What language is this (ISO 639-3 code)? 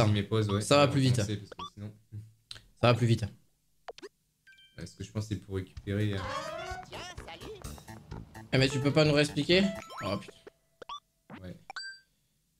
fra